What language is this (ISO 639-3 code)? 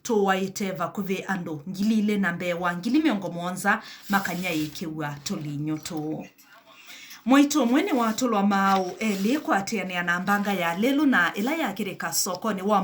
kam